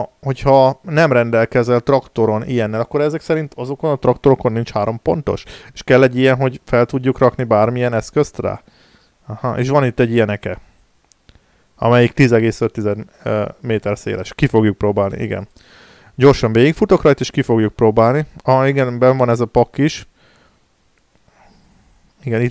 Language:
Hungarian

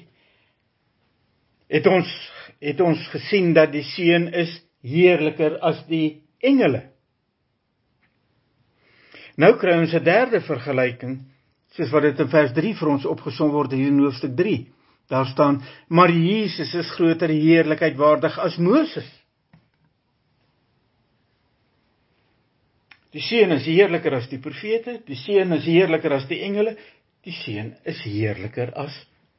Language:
Afrikaans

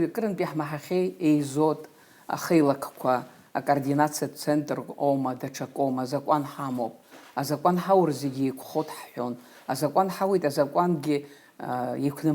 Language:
Abkhazian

